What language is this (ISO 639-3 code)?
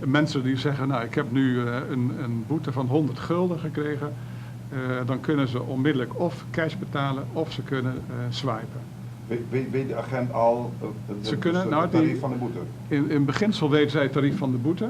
pap